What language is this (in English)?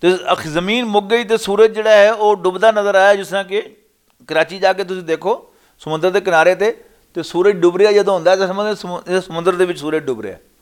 Western Panjabi